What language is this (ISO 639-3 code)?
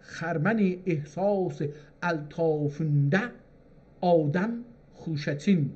azb